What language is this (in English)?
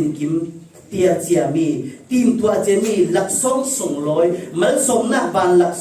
Falam Chin